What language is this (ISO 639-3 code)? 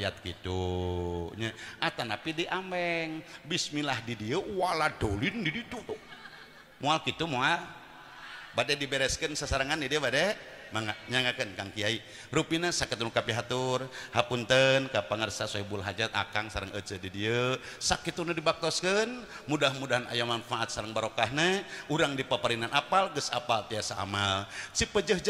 sun